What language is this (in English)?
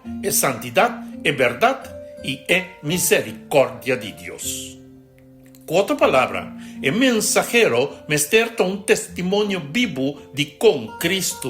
Papiamento